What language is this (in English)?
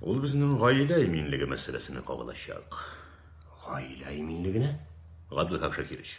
Tatar